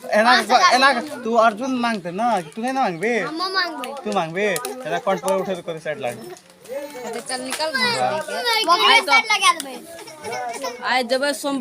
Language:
Maithili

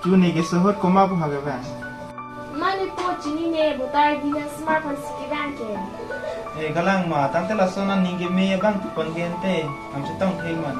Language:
Karbi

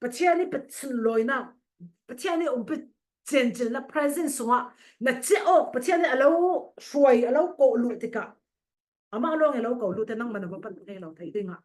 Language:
Falam Chin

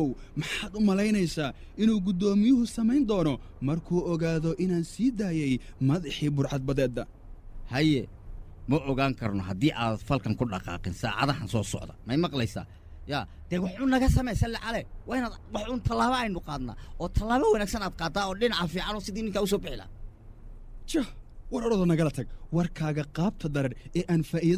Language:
Somali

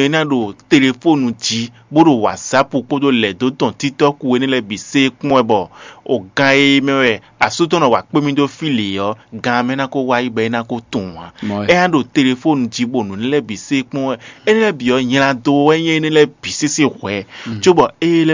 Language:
Fon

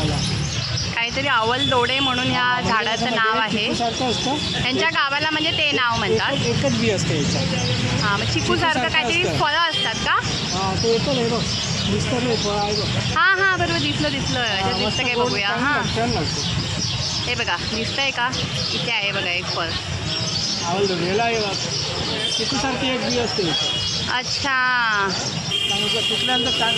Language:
Marathi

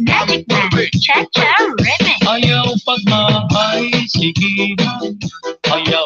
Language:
Waray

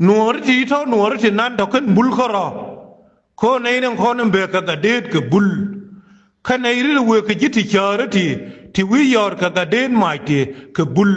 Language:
Nuer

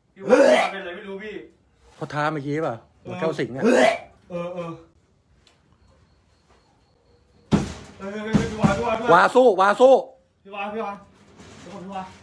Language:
Thai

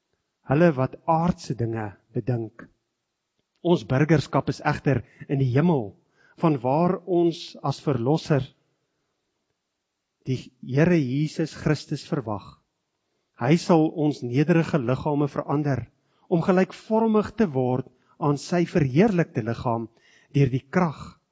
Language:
Afrikaans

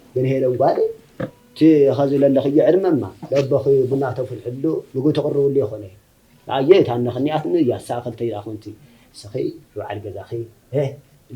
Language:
Tigrinya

